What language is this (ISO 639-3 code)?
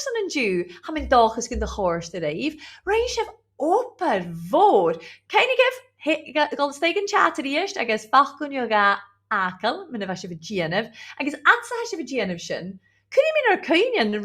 gla